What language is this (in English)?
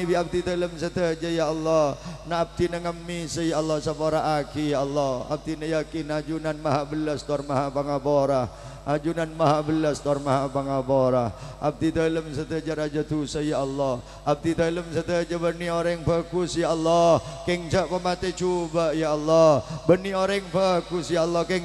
Madurese